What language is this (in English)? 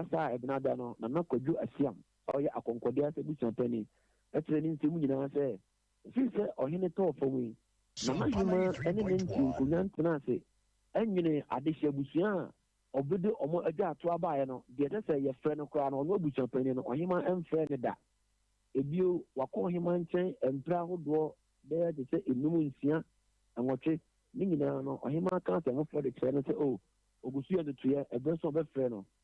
Akan